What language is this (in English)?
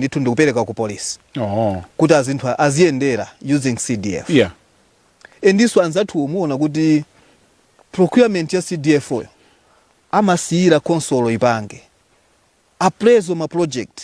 Nyanja